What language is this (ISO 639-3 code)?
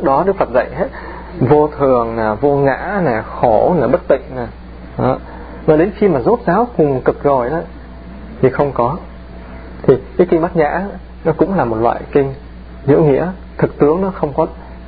vie